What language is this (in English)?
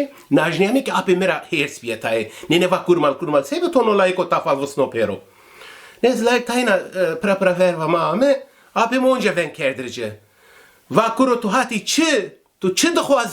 Zaza